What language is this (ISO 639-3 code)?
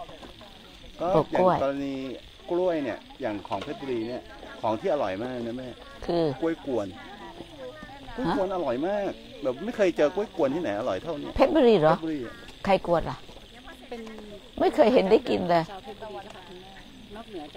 tha